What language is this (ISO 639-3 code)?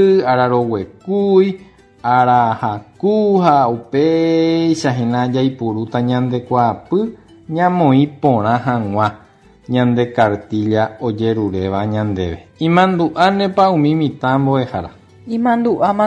grn